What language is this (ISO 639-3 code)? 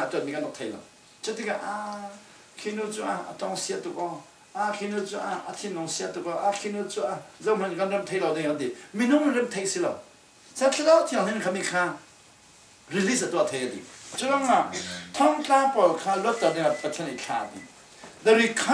cfm